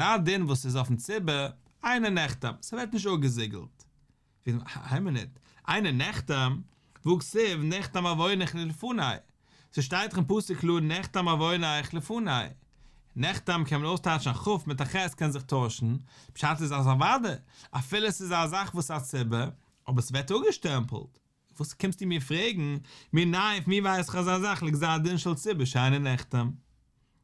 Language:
Yiddish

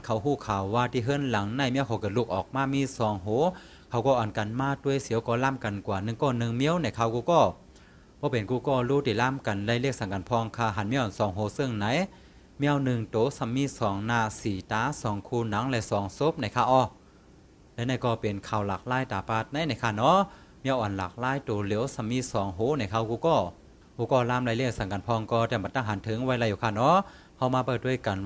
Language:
Shan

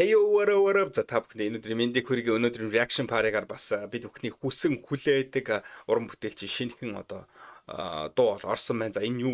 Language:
Mongolian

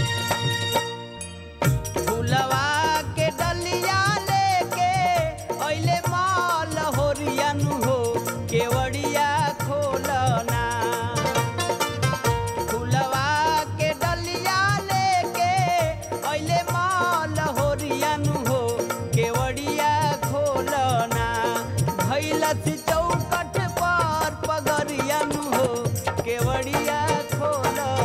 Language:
Bhojpuri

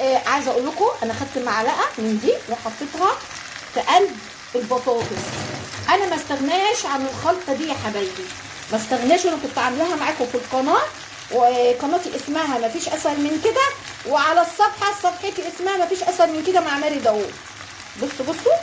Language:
Egyptian Arabic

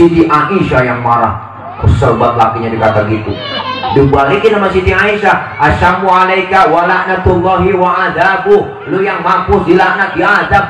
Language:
Betawi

